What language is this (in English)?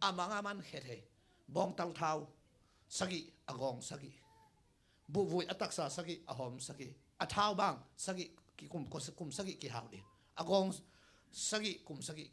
Tedim Chin